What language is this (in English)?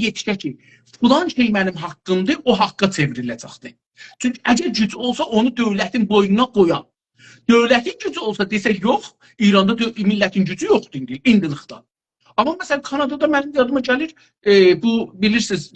South Azerbaijani